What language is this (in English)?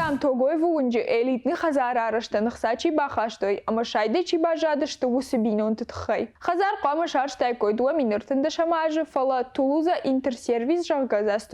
Ossetic